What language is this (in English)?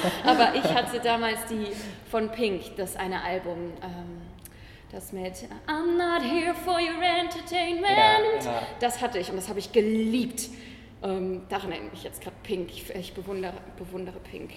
German